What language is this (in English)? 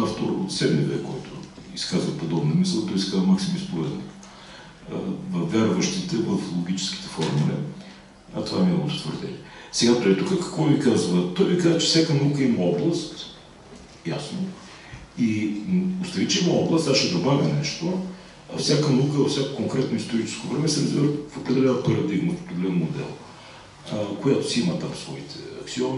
Bulgarian